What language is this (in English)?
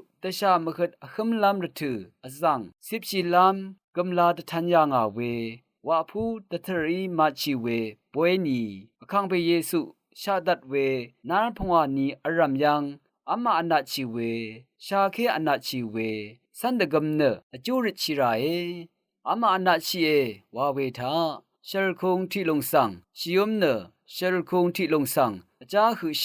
Rawang